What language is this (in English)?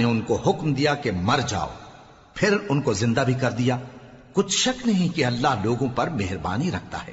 Urdu